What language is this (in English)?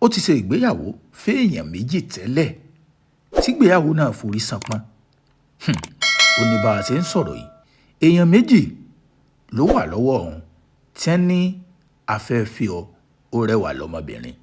Yoruba